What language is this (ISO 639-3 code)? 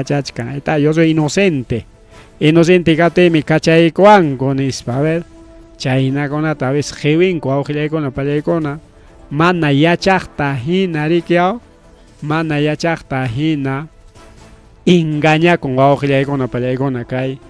quy